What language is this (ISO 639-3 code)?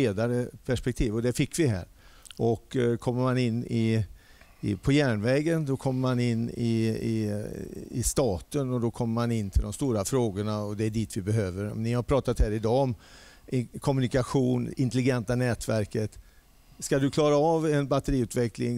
swe